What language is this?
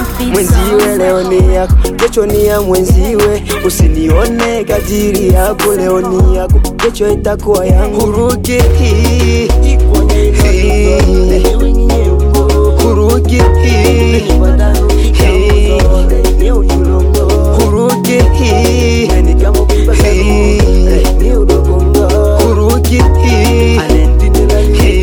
Swahili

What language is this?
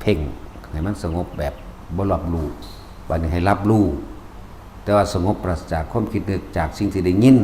Northeastern Thai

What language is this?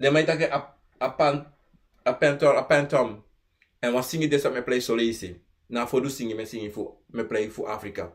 Sranan Tongo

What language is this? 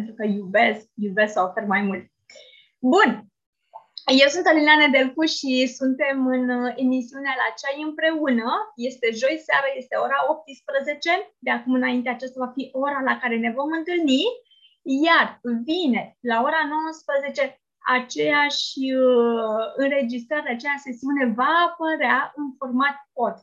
Romanian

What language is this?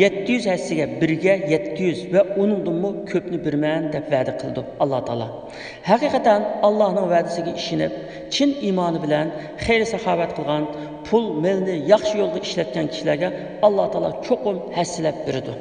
Uyghur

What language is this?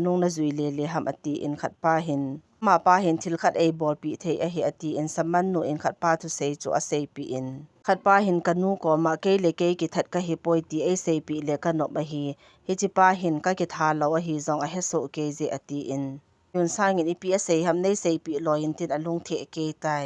Thado Chin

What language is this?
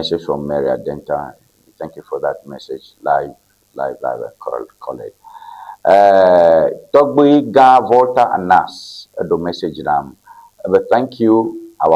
Ewe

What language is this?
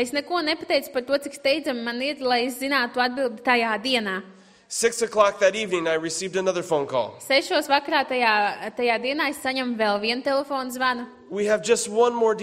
Latvian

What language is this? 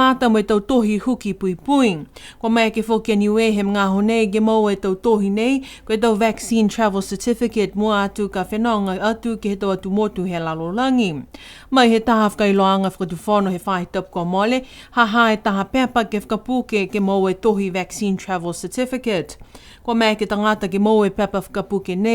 Niuean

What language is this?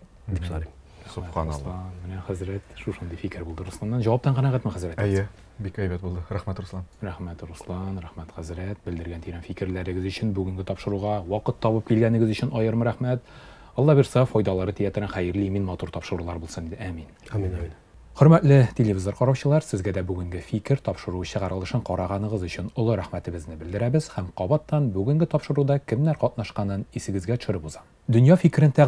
Tatar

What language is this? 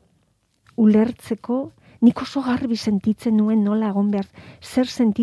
Basque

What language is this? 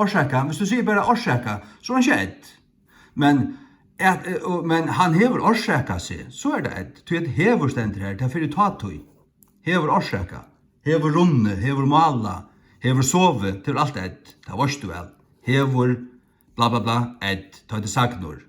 Faroese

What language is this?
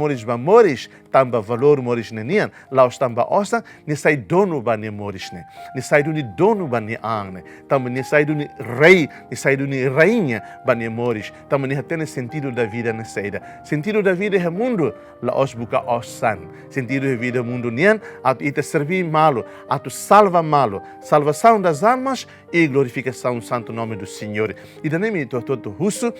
Tetum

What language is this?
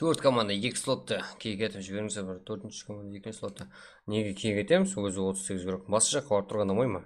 Kara-Kalpak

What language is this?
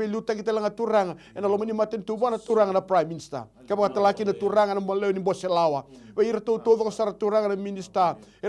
Fijian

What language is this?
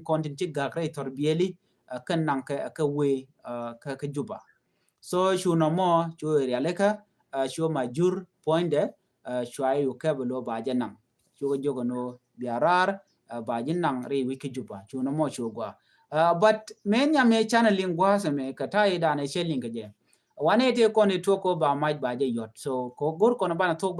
Nuer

